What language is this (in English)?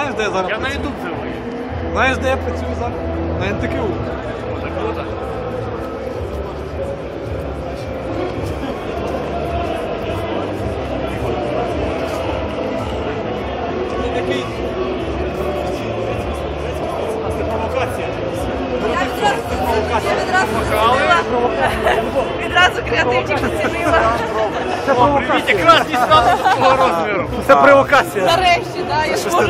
Ukrainian